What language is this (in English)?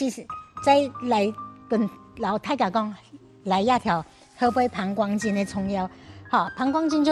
Hakka Chinese